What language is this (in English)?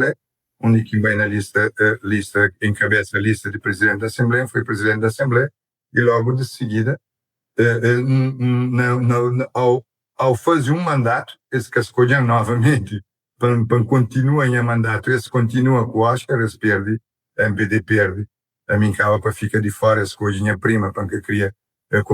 Kabuverdianu